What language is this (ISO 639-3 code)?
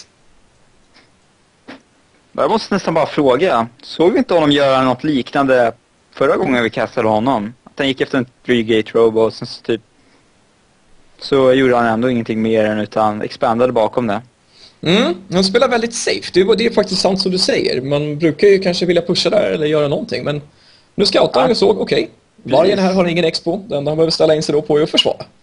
swe